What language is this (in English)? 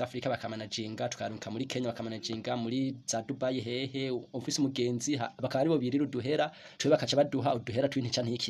Rundi